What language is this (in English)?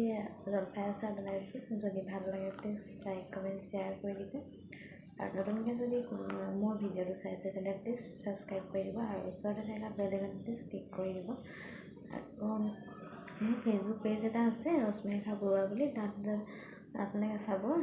Assamese